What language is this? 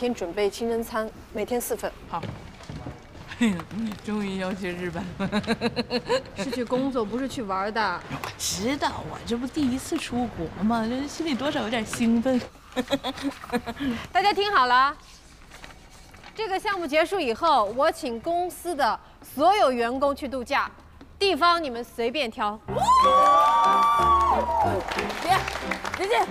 Chinese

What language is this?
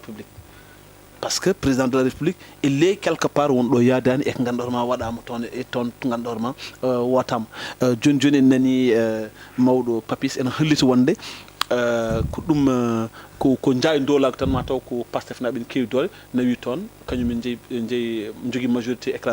Fula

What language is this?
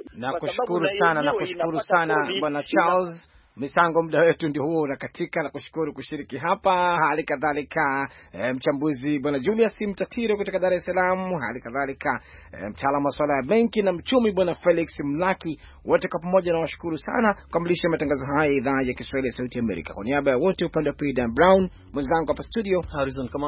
Swahili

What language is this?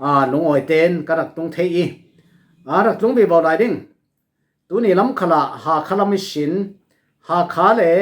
Falam Chin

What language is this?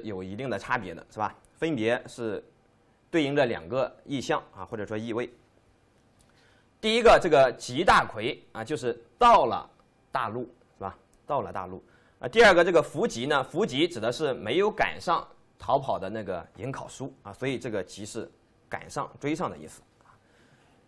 Chinese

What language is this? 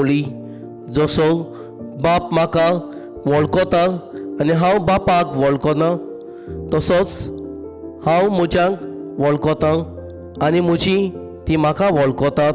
Konkani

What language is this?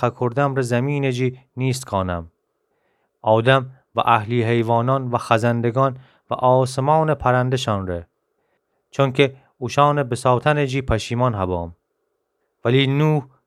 Gilaki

